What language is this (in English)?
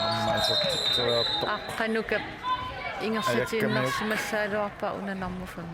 Kalaallisut